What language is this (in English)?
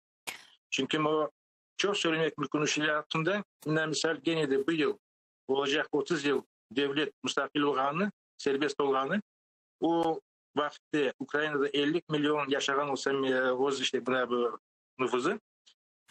Crimean Tatar